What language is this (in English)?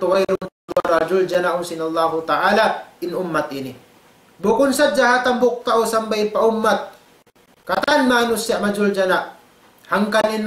Tausug